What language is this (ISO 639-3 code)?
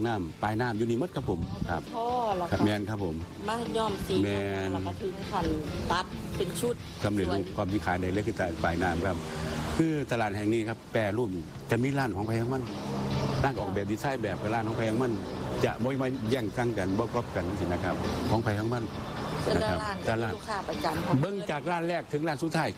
tha